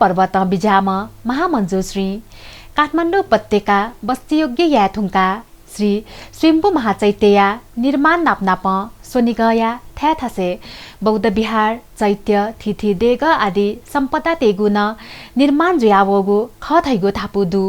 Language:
Newari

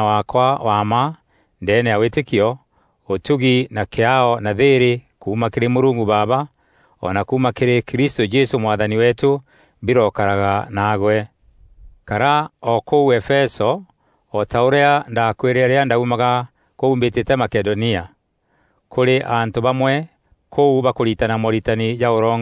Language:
Meru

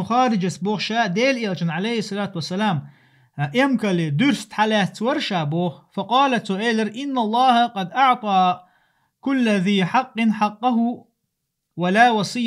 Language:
Chechen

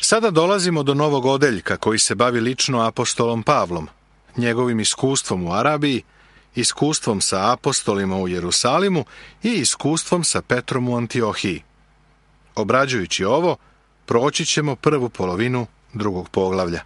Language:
Serbian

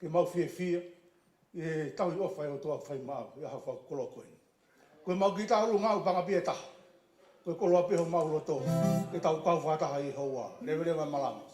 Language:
Tongan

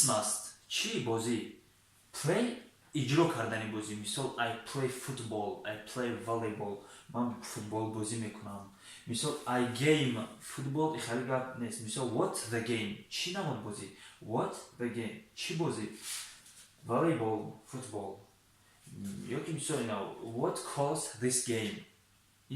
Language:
Tajik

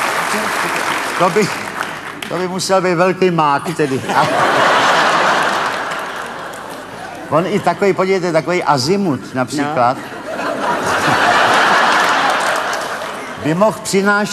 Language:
Czech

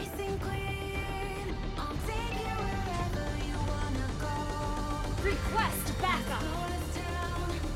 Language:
English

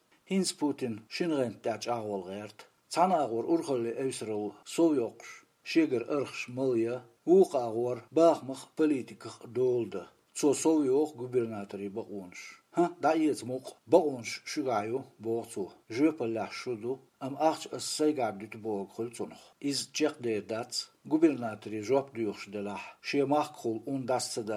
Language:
Chechen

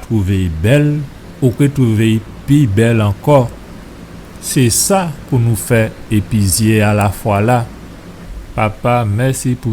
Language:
Guadeloupean Creole French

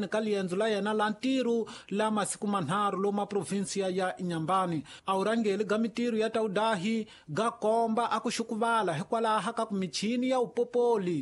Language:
Tsonga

